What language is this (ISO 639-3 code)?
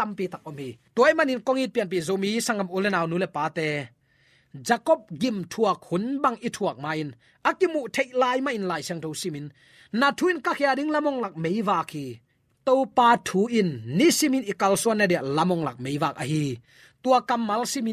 ctd